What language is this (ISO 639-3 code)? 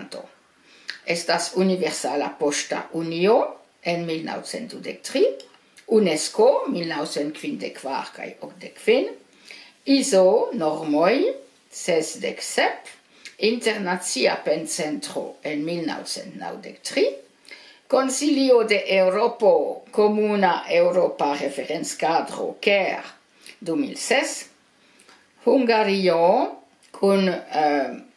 epo